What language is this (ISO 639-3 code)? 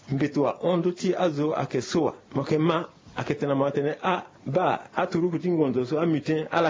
sag